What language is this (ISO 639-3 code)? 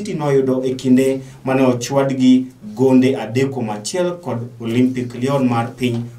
luo